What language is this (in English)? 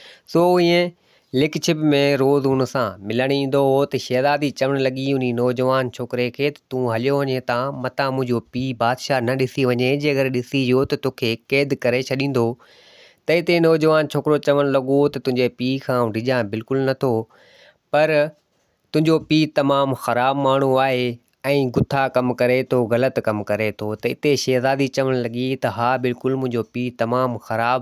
Sindhi